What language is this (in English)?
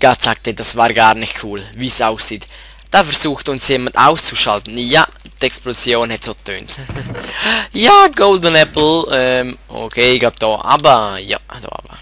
Swiss German